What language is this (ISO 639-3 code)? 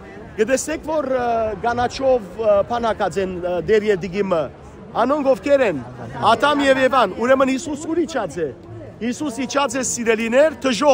hyw